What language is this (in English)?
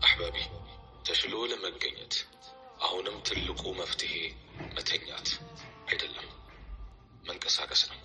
Amharic